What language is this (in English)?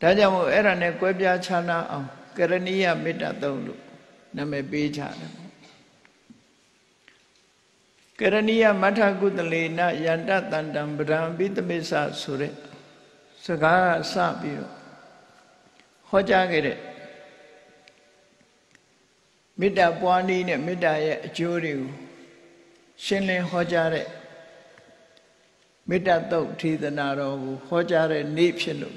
Burmese